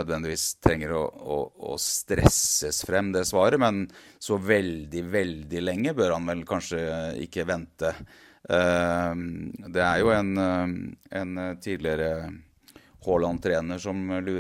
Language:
Norwegian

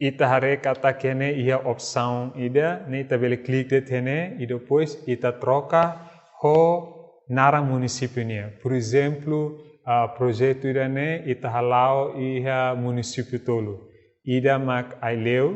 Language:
Tetum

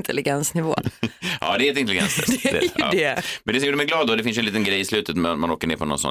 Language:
Swedish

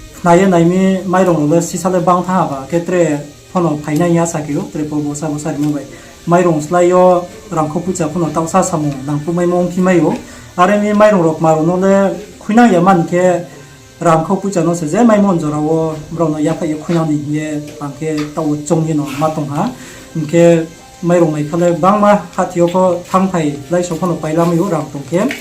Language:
Riang (India)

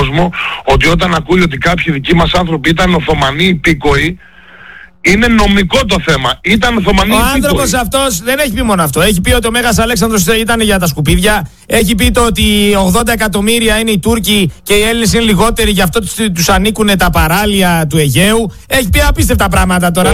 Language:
Greek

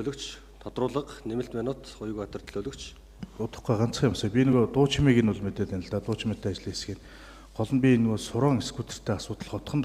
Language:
Mongolian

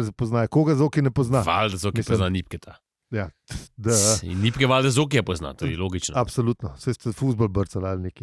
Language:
Slovenian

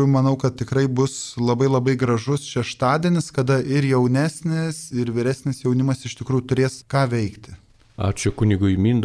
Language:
Lithuanian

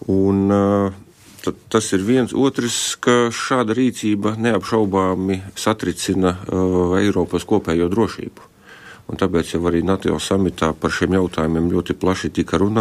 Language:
Latvian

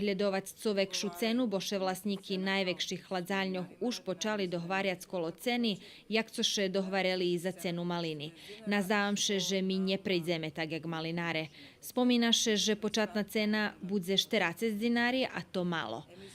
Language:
Rusyn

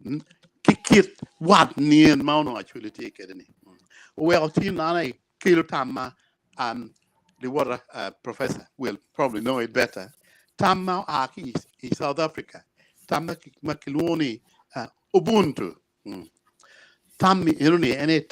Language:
Acoli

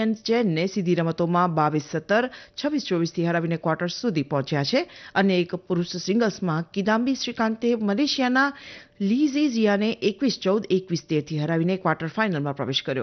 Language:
Gujarati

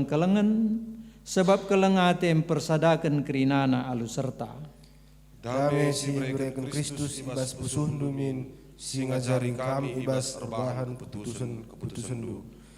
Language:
Batak Karo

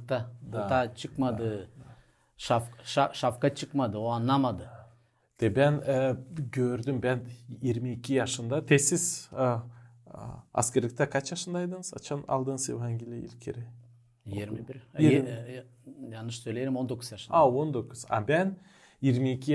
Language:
Gagauz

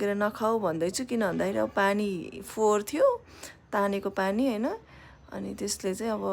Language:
Nepali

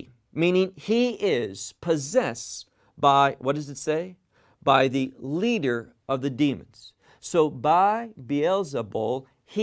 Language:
English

